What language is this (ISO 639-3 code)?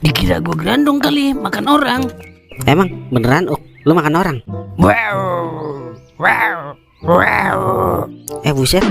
bew